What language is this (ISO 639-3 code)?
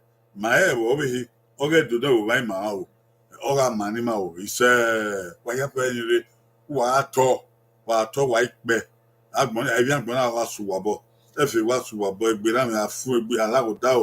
bin